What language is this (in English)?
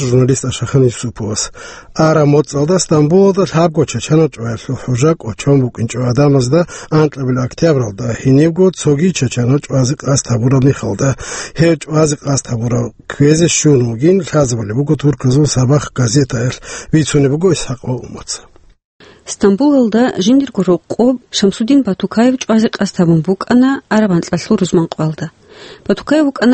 Avaric